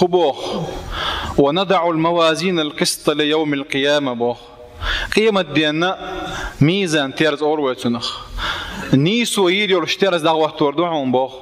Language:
Chechen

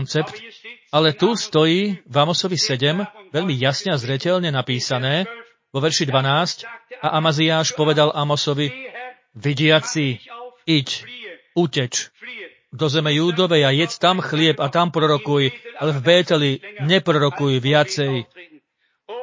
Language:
Slovak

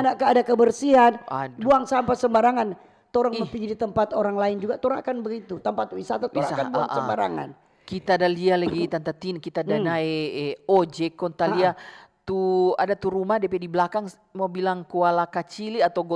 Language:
Manado Malay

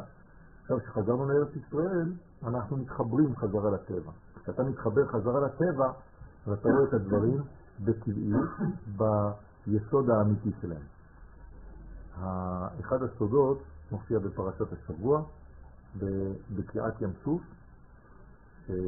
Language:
Hebrew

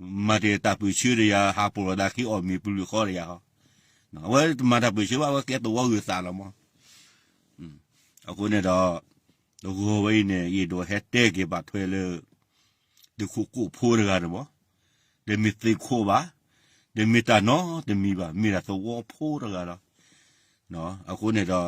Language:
S'gaw Karen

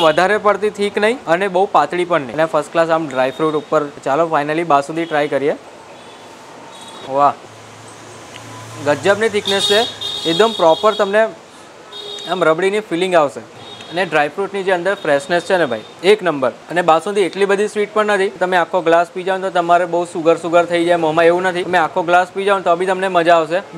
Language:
Gujarati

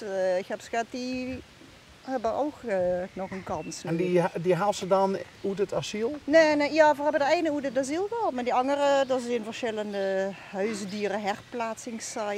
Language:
Limburgish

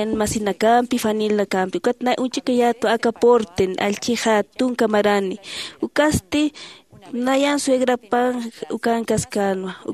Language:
Aymara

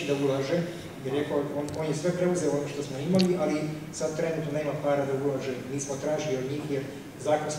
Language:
Serbian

